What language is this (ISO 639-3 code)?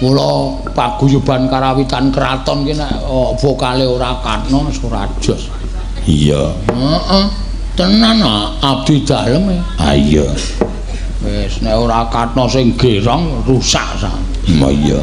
jav